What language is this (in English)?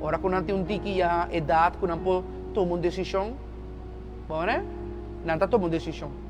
Papiamento